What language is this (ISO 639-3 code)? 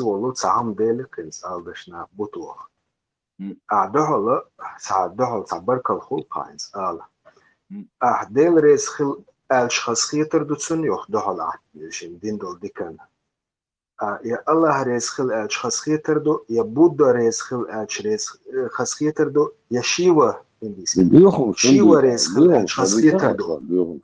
che